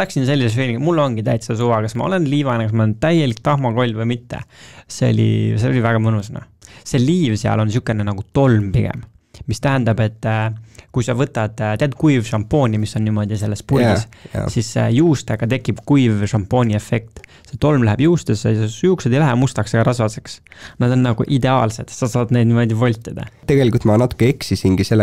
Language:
Estonian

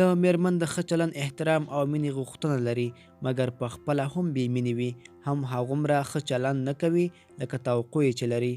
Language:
Pashto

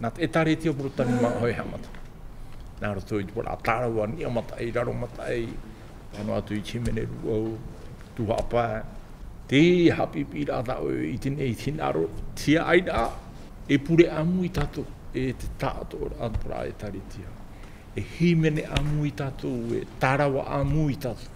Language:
Tahitian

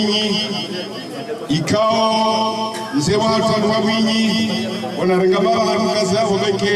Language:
Swahili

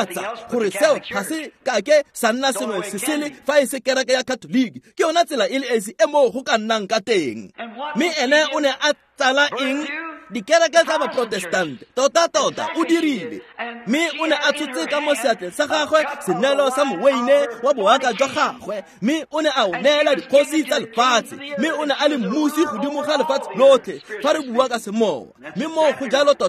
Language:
Tswana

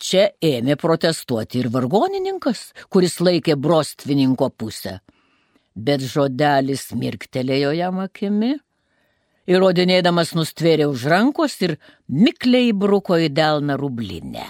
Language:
Lithuanian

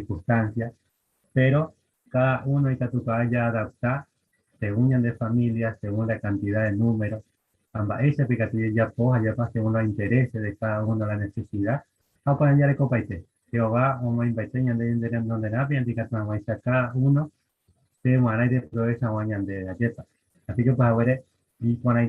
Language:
Guarani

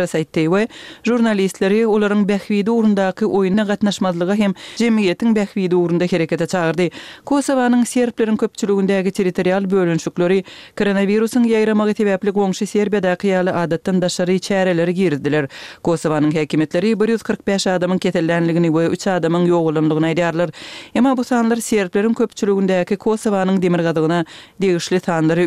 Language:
Turkmen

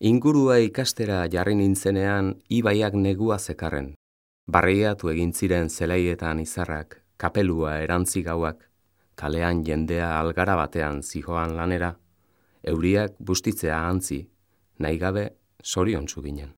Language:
Basque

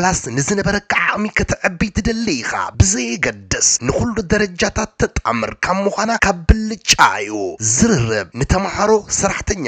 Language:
Tigrinya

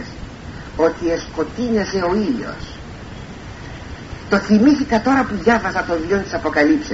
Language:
Greek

